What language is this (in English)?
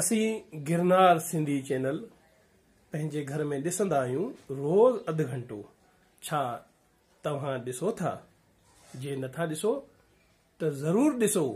Sindhi